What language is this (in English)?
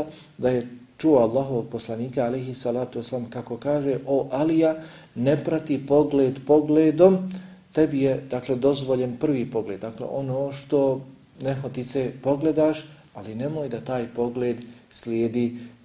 Bosnian